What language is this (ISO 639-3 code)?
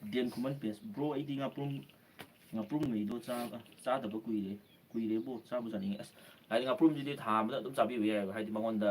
mni